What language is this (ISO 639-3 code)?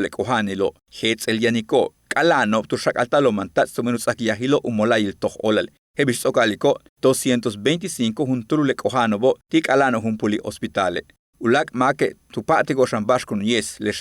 yua